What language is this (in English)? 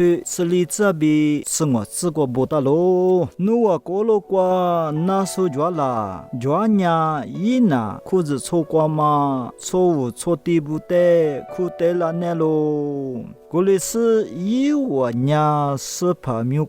Lisu